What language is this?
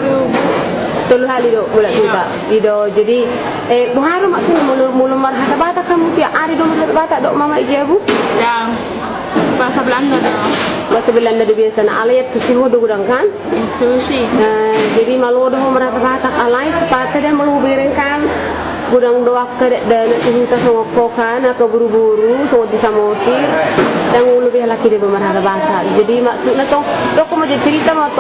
Batak Toba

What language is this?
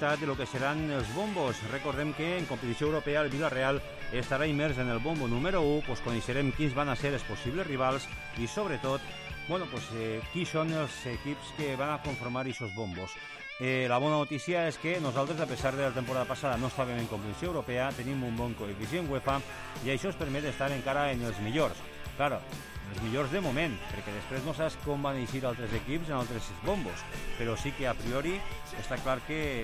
Catalan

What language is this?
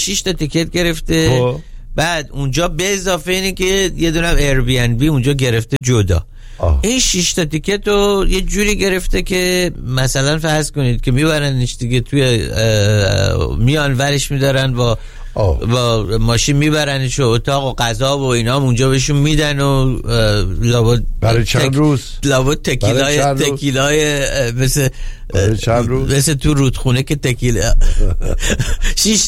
Persian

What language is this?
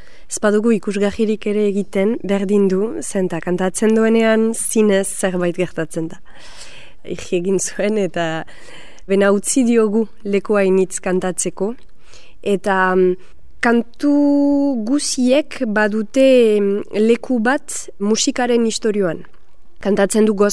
Basque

